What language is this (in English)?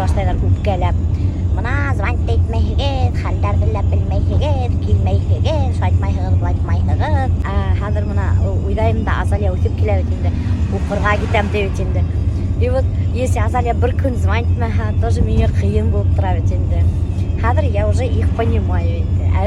Bashkir